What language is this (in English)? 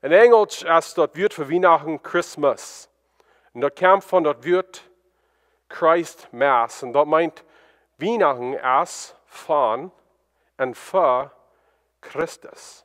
Plautdietsch